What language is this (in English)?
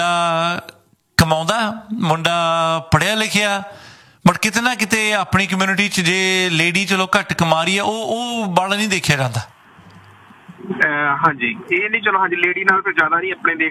Punjabi